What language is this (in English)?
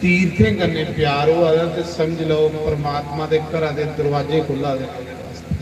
Dogri